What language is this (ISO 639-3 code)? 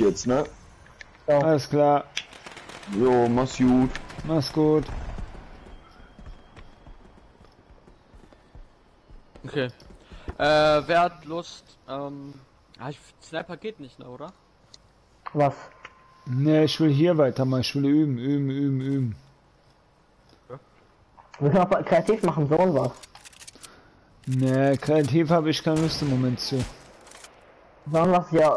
deu